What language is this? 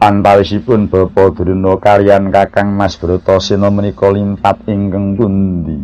Javanese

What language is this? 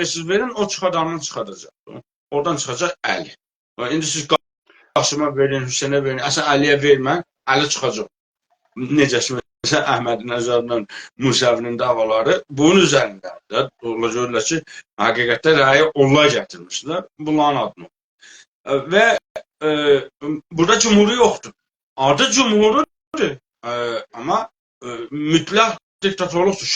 South Azerbaijani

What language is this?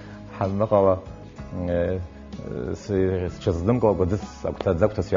Abkhazian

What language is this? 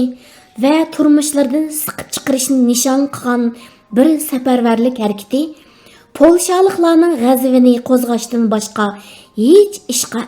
Uyghur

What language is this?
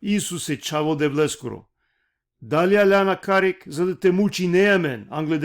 Balkan Romani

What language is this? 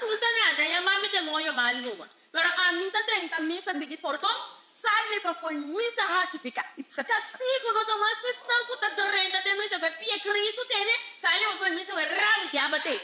Papiamento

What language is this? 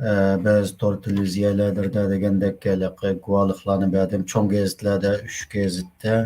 Uyghur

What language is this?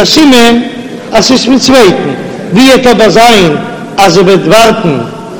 Yiddish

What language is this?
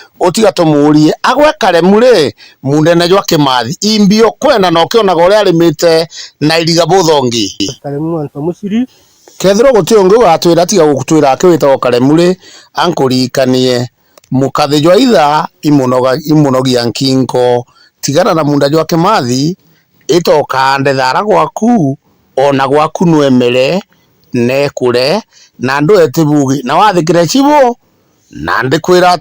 Meru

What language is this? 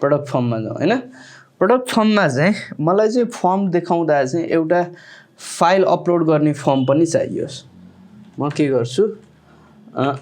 Nepali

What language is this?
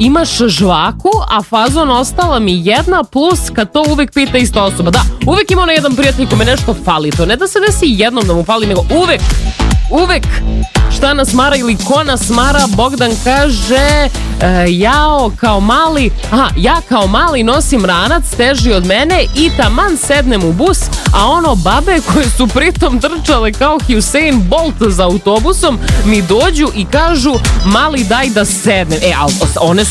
Serbian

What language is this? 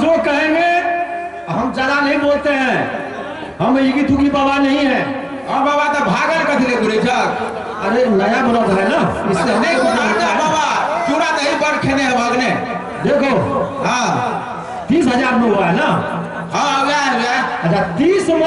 Maithili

